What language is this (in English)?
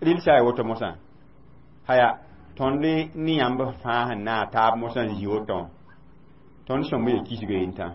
Mossi